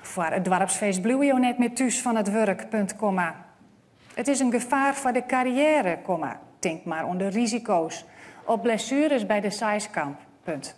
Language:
Western Frisian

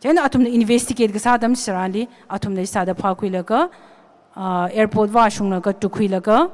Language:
Tangkhul Naga (India)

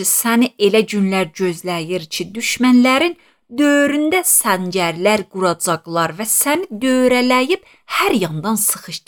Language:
Azerbaijani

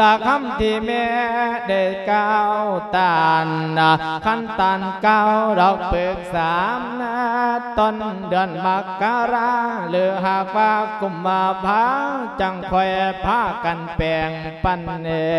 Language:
Lao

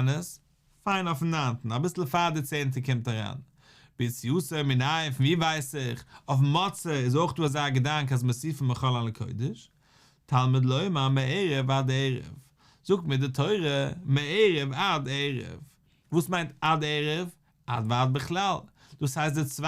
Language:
Yiddish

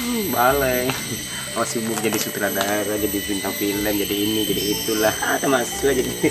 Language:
Minangkabau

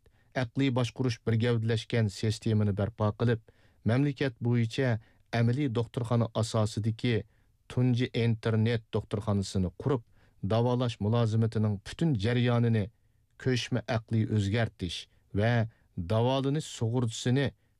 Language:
Uyghur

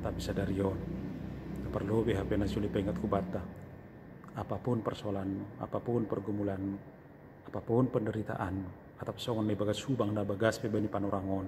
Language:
Batak Simalungun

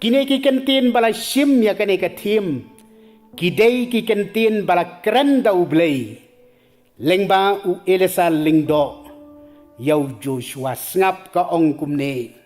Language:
Khasi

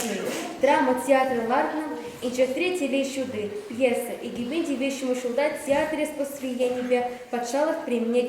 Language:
Chuvash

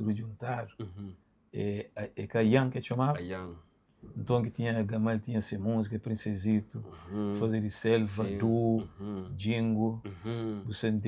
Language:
Kabuverdianu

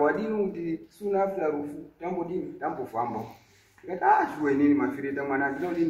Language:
Shona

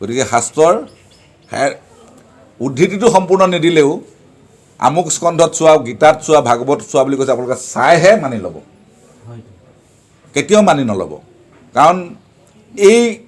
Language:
Assamese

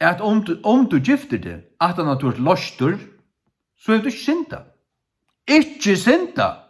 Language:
Faroese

